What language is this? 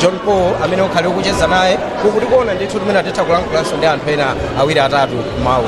Nyanja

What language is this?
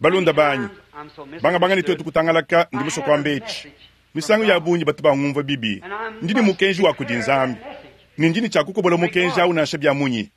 Luba-Lulua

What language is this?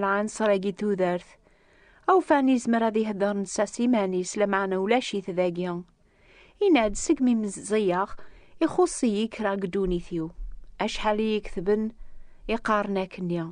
Kabyle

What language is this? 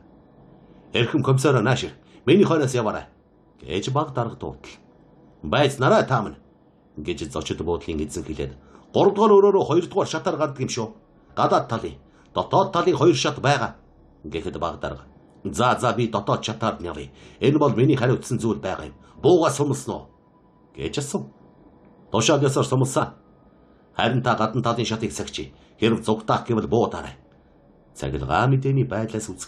Mongolian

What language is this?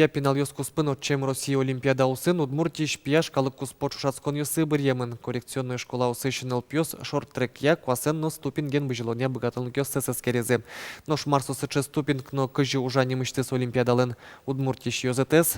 Udmurt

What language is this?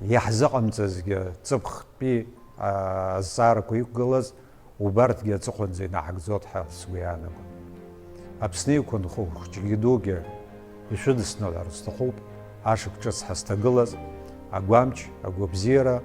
Abkhazian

